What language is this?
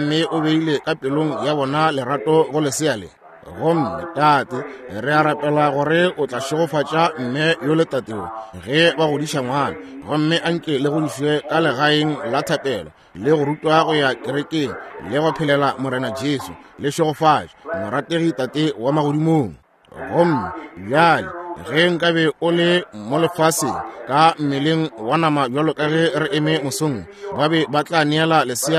Northern Sotho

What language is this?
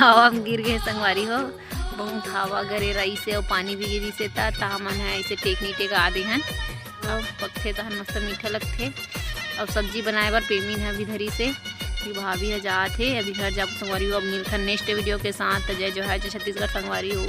Chhattisgarhi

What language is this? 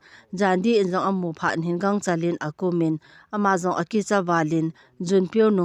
Thado Chin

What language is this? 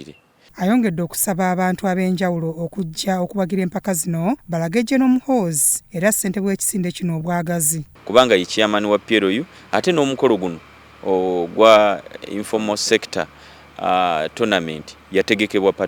Ganda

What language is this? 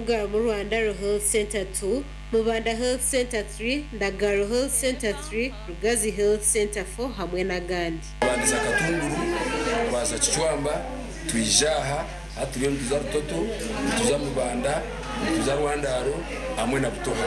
Nyankole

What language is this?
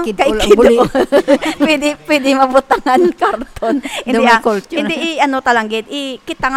Hiligaynon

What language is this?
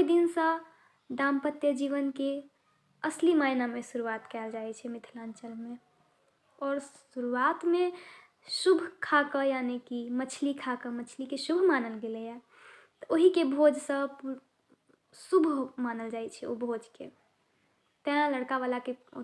Maithili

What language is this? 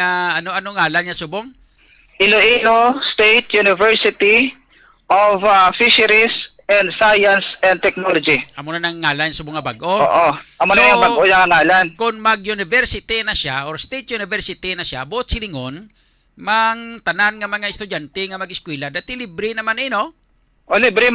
Hiligaynon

